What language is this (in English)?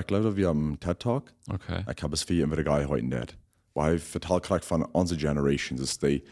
Plautdietsch